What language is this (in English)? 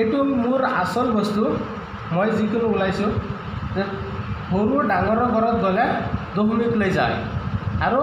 Assamese